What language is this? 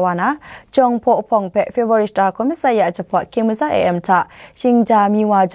Kachin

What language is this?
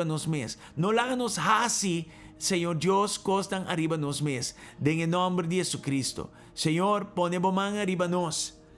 Papiamento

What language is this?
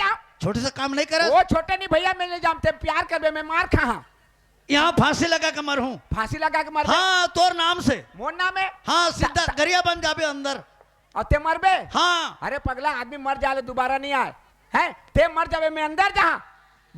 Chhattisgarhi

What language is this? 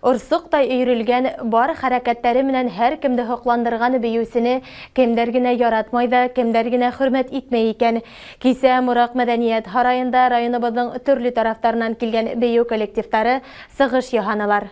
Bashkir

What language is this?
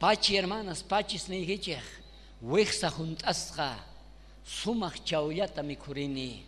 South Bolivian Quechua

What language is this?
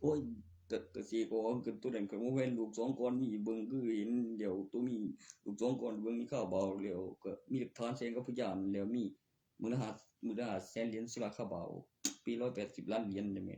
Northeastern Thai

